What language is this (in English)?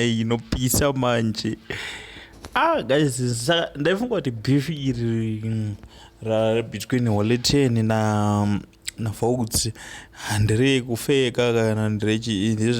Shona